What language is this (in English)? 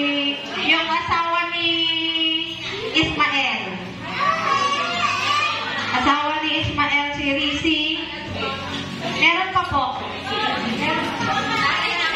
Filipino